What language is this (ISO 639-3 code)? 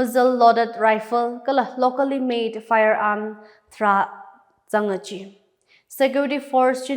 nmf